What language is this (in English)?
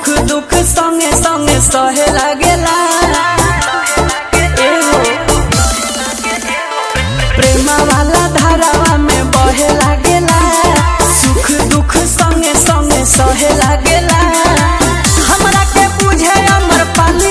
Bhojpuri